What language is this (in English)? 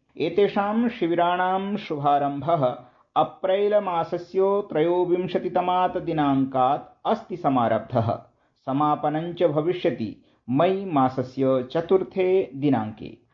Sanskrit